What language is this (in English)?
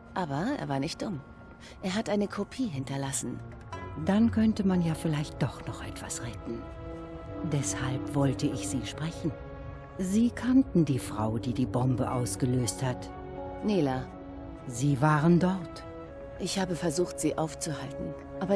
Swiss German